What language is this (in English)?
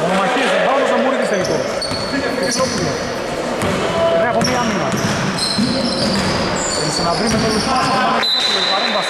Greek